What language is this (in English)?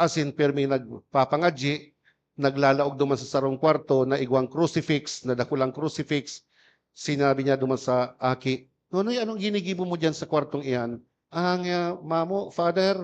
Bikol